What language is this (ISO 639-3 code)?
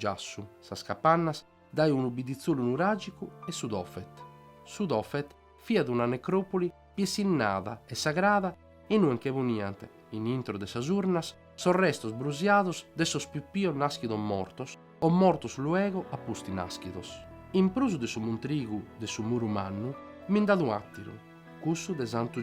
srd